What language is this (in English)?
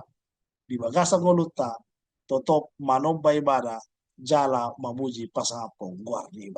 Batak Toba